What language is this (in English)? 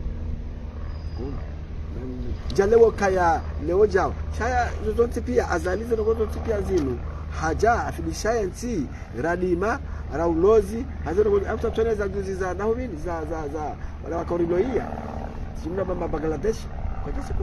Swahili